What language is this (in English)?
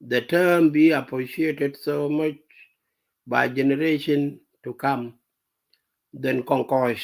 Nuer